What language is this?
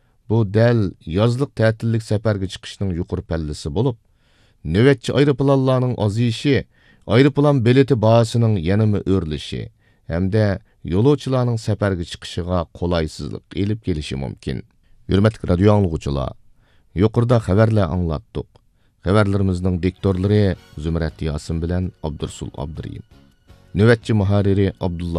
Uyghur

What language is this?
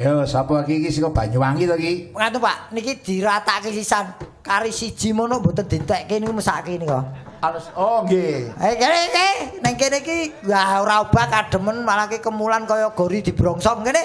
Javanese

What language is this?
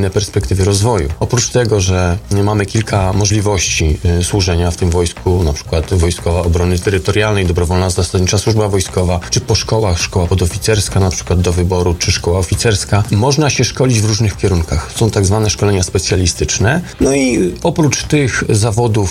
Polish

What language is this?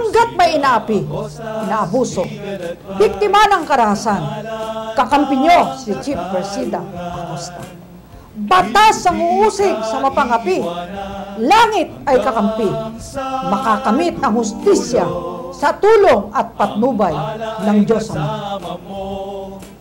Filipino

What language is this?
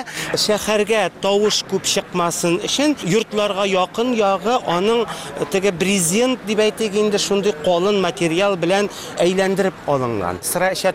Tatar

